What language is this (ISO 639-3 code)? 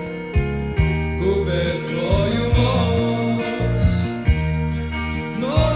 srp